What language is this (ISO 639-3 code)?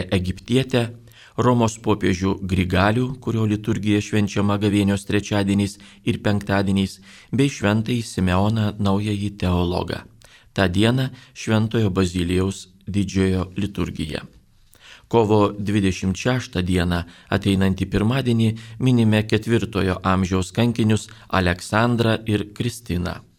lit